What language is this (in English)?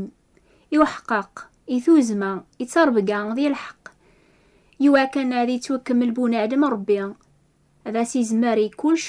Kabyle